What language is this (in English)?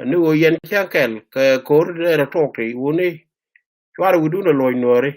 Nuer